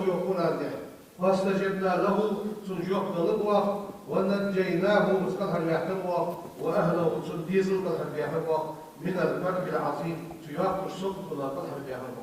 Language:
Ingush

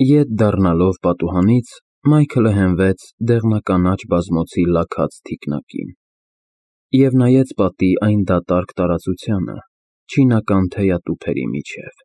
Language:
Armenian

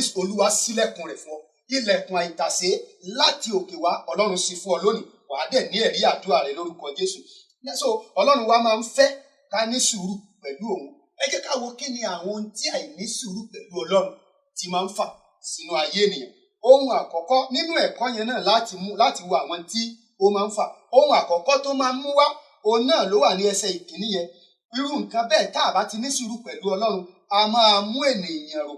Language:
Yoruba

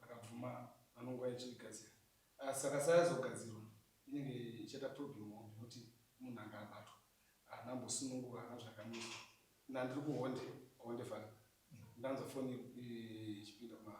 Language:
Shona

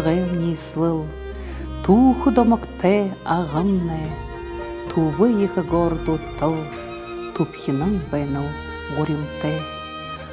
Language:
Buriat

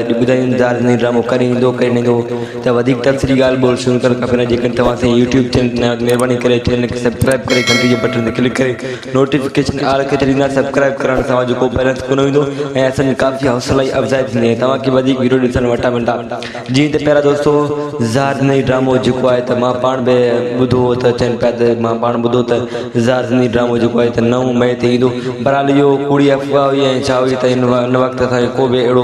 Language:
Sindhi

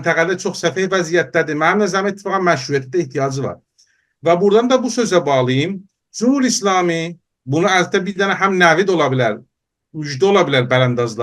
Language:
South Azerbaijani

